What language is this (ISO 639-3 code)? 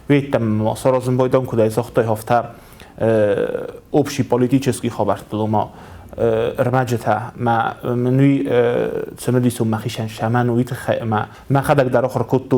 oss